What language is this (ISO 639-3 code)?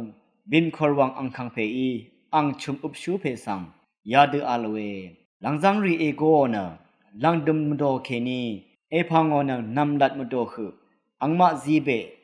raw